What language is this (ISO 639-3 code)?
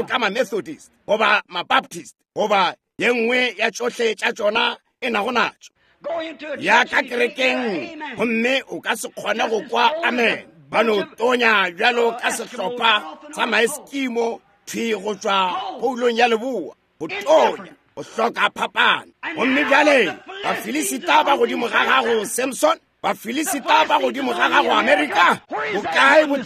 nso